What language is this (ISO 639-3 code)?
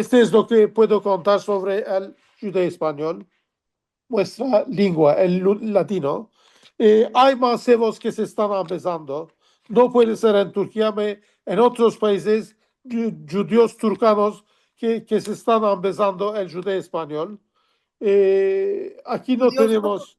lad